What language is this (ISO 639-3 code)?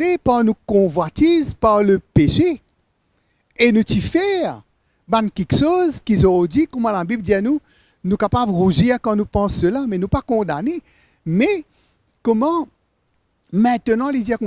mfe